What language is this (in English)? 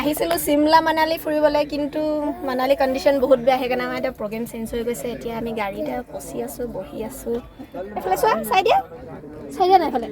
Assamese